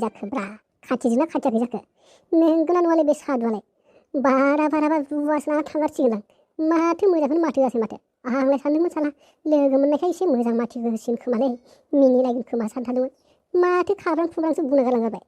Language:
Bodo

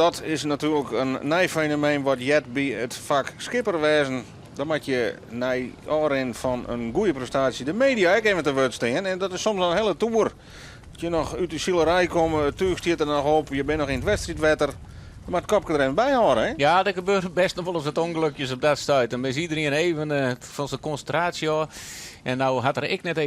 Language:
Western Frisian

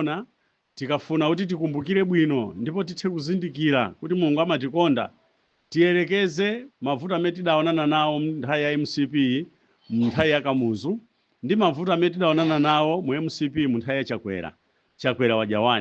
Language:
Nyanja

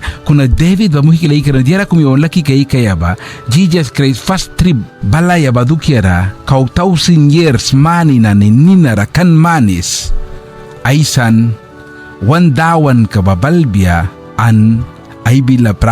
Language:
Mískito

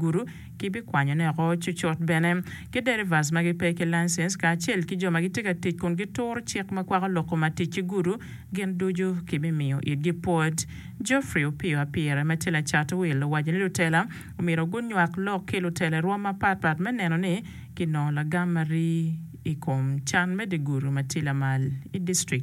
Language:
Acoli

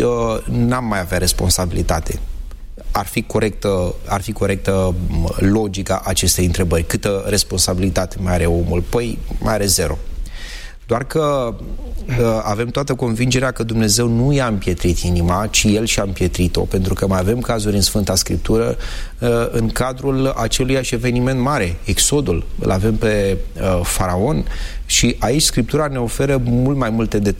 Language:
Romanian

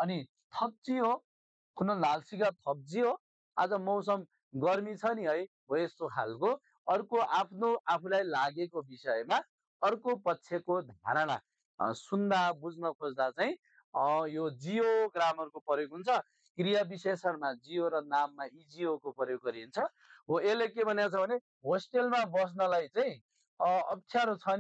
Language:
Nepali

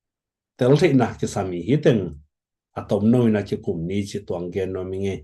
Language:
Tedim Chin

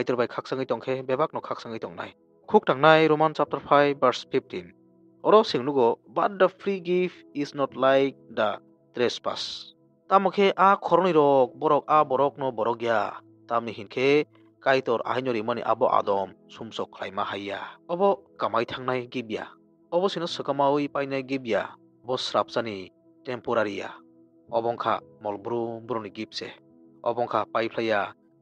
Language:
Kok Borok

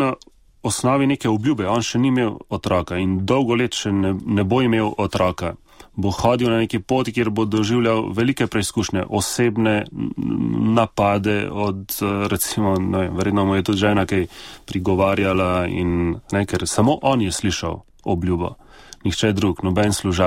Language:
Slovenian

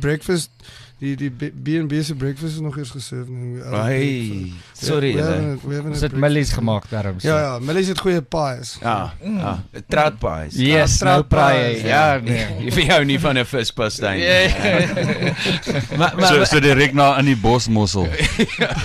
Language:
Afrikaans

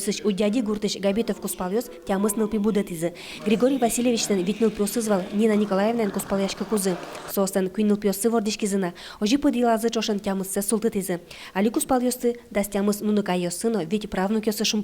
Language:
Udmurt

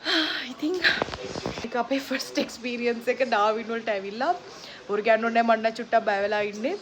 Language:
Sinhala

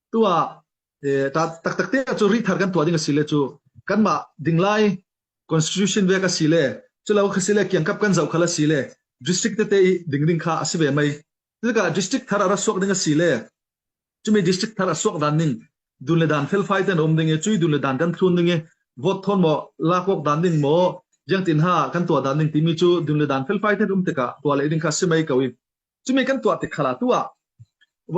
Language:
Falam Chin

